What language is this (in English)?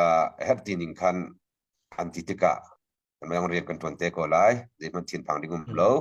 Hakha Chin